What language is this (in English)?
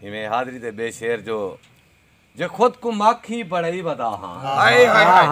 Saraiki